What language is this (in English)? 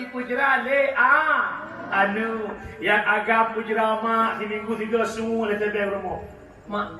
Achinese